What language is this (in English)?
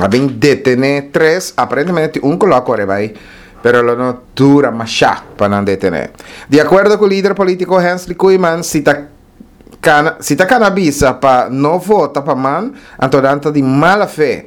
Papiamento